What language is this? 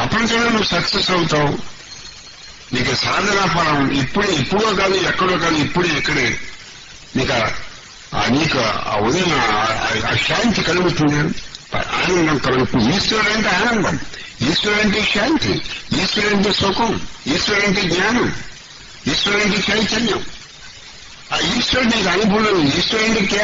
Telugu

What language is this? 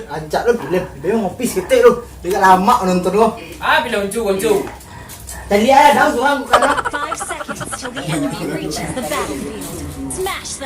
Minangkabau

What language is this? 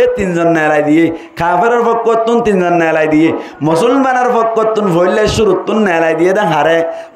Rohingya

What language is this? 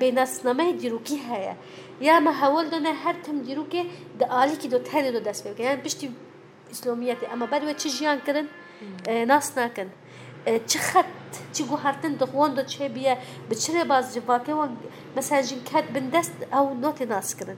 Kurdish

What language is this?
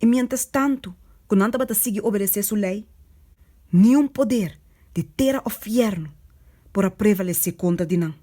Papiamento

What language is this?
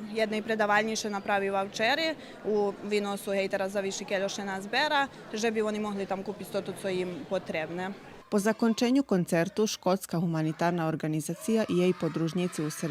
Rusyn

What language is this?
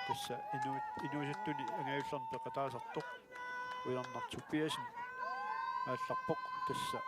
Kalaallisut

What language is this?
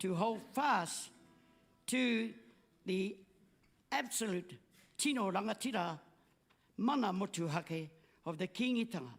Māori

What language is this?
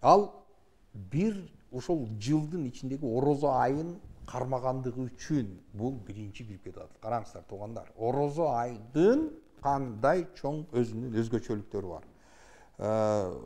Kyrgyz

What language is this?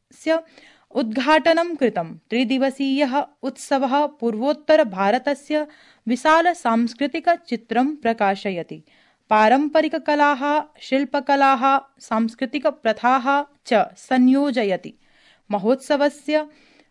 Sanskrit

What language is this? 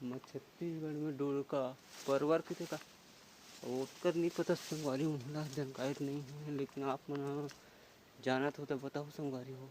Chhattisgarhi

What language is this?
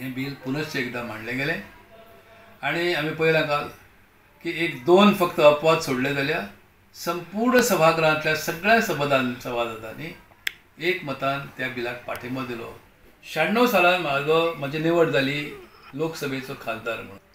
Konkani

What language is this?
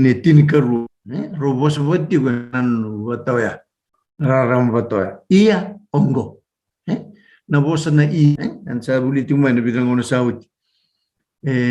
Fijian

